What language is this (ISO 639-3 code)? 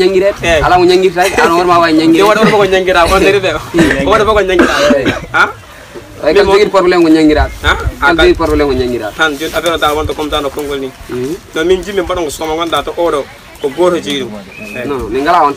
fuf